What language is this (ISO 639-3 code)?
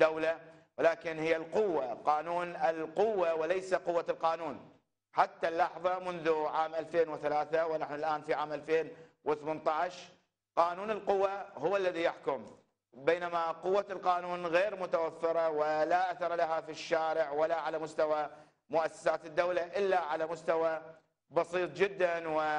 ara